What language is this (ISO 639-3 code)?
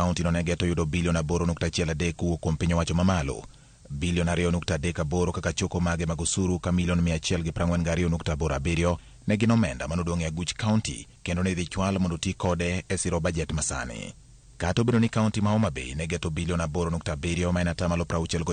luo